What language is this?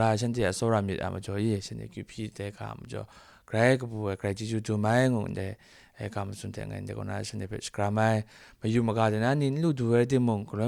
Kachin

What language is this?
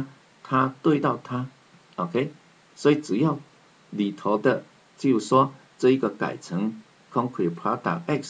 Chinese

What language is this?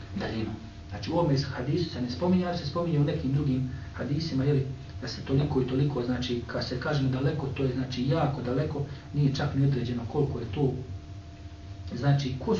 Bosnian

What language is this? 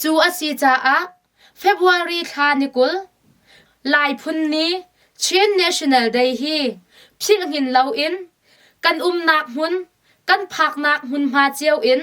Hakha Chin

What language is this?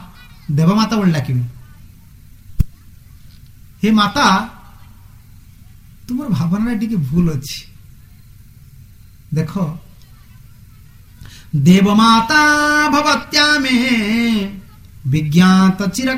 Odia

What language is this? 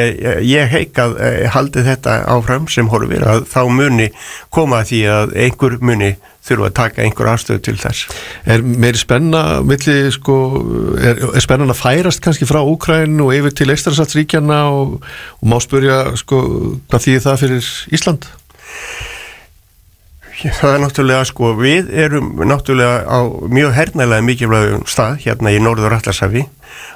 Icelandic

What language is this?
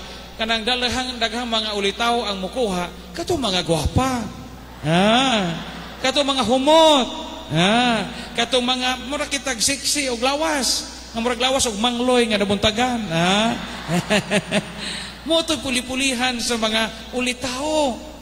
Cebuano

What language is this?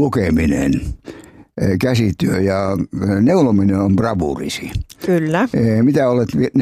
Finnish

